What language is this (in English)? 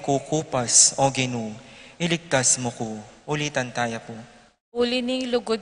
Pampanga